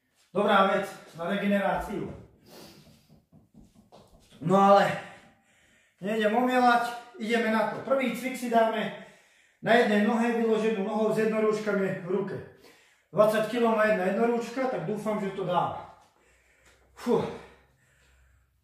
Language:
Slovak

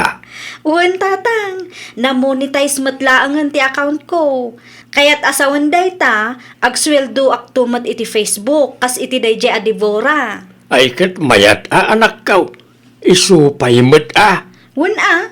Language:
Iloko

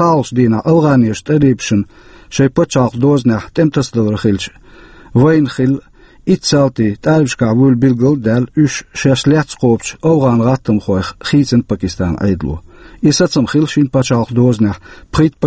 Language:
Chechen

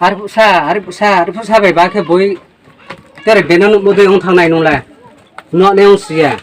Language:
Riang (India)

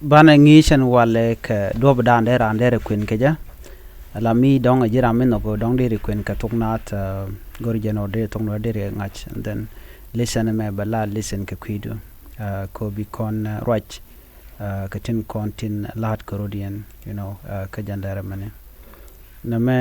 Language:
Nuer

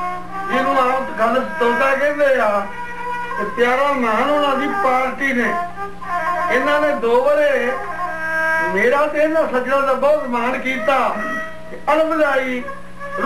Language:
Punjabi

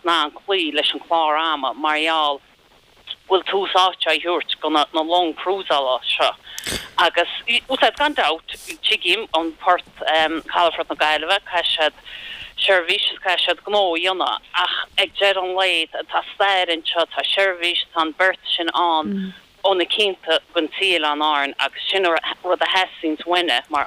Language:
Irish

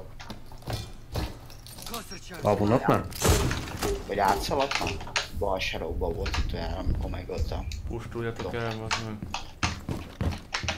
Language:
Hungarian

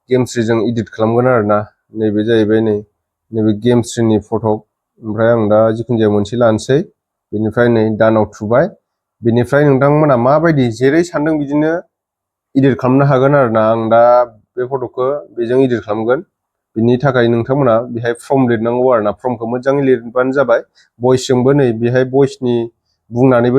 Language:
Bodo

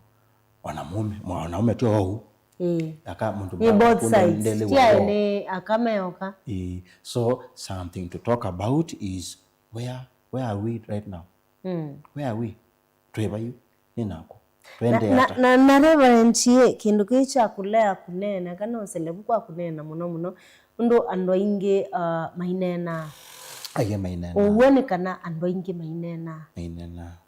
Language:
Kamba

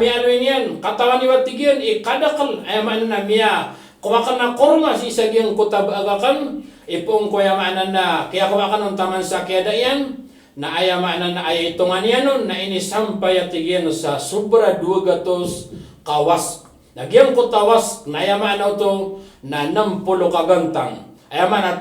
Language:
Maranao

